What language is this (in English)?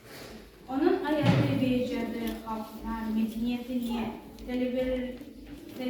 Crimean Tatar